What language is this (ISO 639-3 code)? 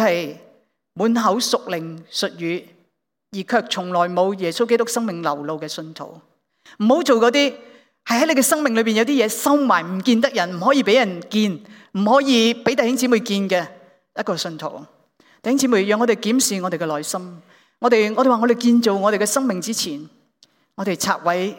yue